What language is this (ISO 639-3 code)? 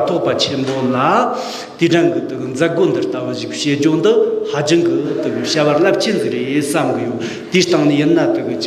bod